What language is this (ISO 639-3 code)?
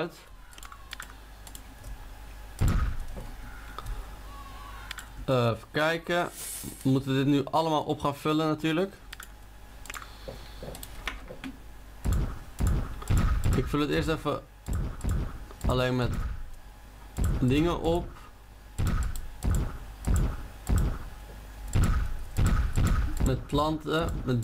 nld